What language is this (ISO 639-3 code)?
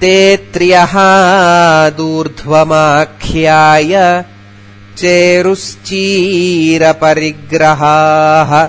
san